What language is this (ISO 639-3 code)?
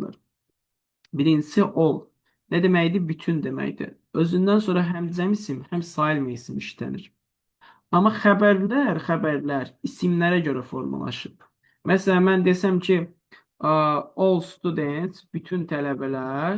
aze